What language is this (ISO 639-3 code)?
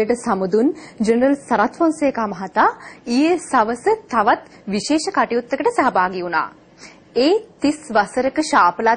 sin